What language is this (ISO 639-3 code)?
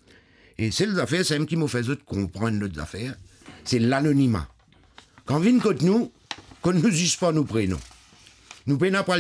mfe